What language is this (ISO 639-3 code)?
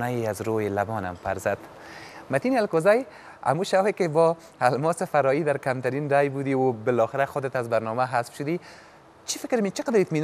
fas